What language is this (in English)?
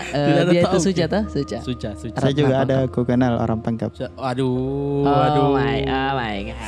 Makassar Malay